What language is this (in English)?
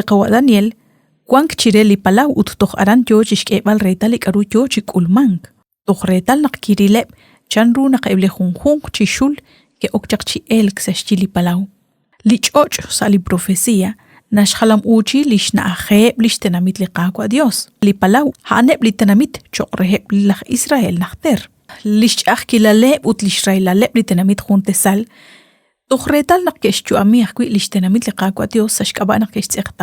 Kekchí